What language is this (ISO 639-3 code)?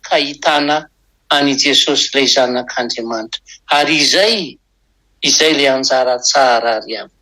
mlg